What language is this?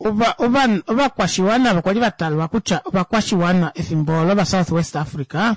Kuanyama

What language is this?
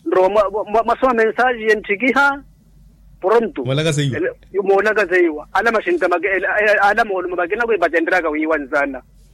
Makhuwa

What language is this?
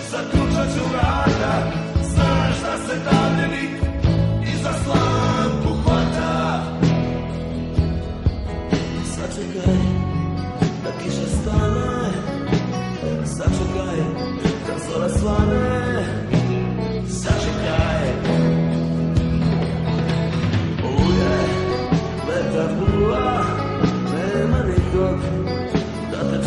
Serbian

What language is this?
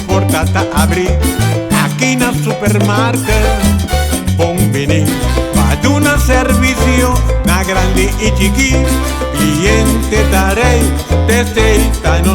Papiamento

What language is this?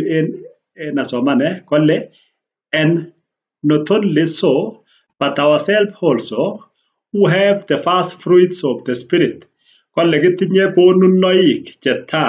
Kalenjin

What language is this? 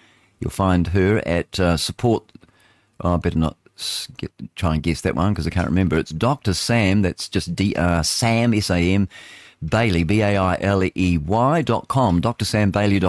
English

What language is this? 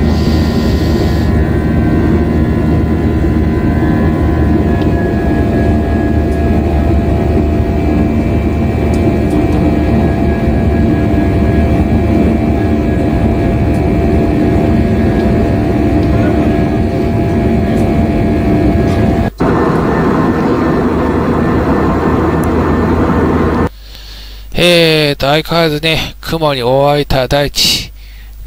Japanese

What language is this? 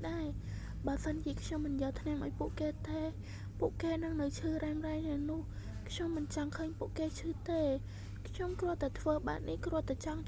Khmer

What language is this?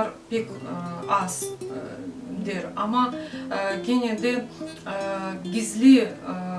Crimean Tatar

